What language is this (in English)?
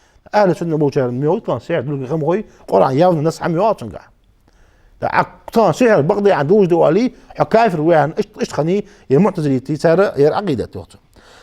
Ingush